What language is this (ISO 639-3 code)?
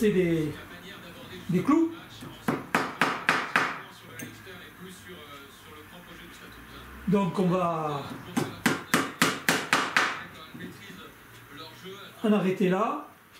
fra